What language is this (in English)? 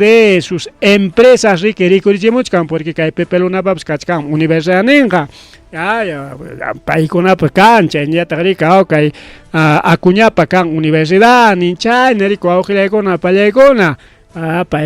Ayacucho Quechua